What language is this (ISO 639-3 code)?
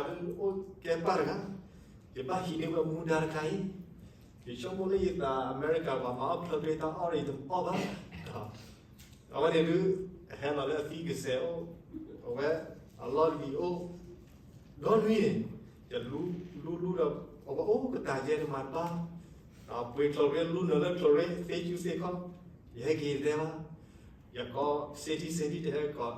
ksw